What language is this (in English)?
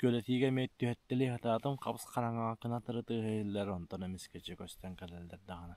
Yakut